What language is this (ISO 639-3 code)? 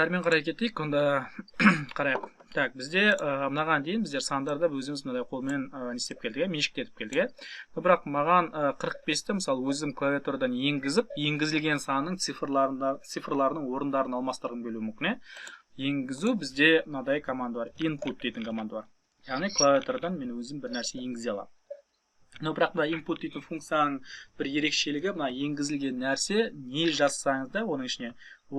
kaz